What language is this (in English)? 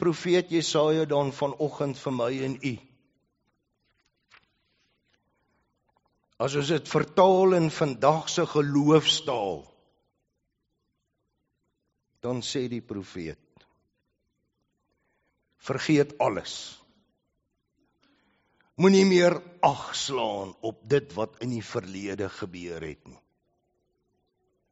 Afrikaans